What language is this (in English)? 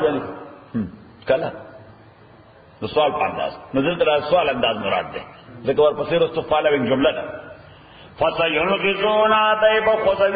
Pashto